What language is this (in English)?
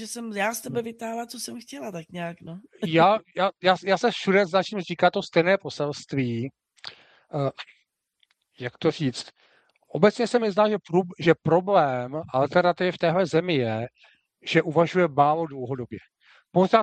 Czech